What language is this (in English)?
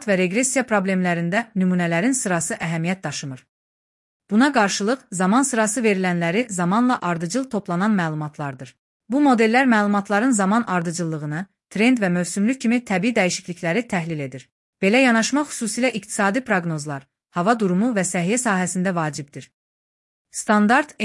Azerbaijani